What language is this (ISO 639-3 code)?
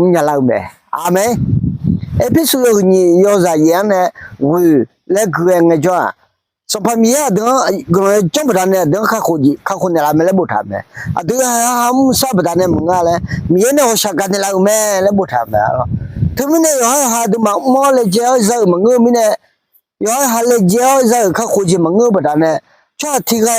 ahk